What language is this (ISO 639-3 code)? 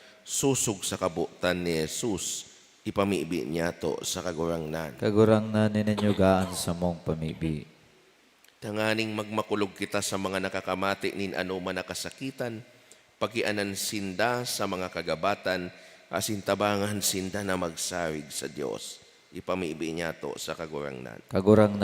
bik